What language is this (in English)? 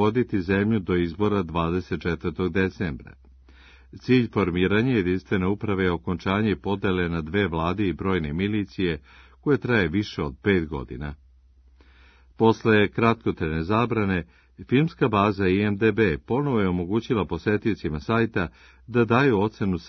Serbian